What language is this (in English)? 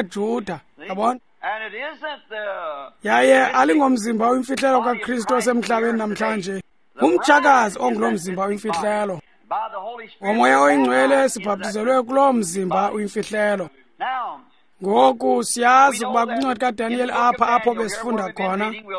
Xhosa